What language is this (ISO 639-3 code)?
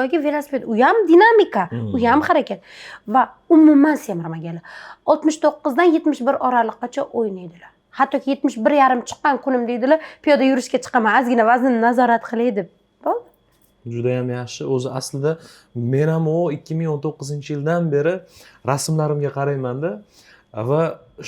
uzb